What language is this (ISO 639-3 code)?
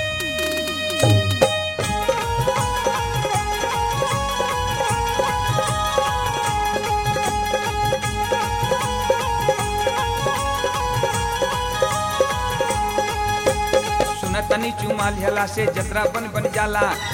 bho